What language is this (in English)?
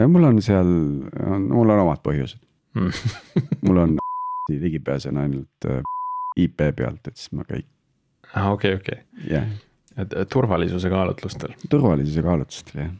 Estonian